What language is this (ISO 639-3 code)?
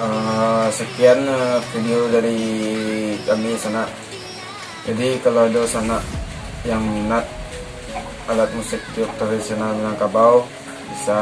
min